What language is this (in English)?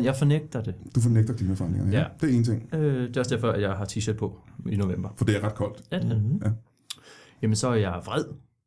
Danish